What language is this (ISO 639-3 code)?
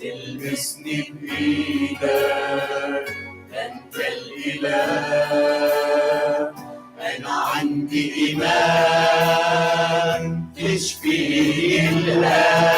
acm